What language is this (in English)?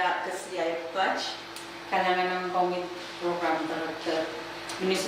Pohnpeian